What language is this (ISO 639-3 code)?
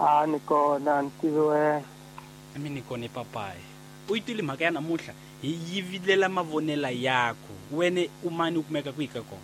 tso